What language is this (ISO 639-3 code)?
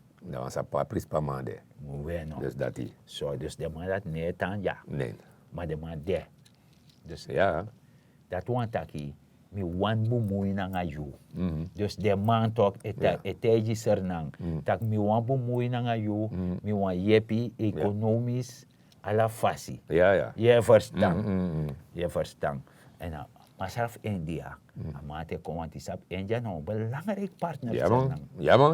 srn